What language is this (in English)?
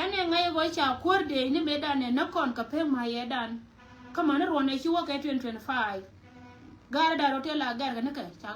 Nuer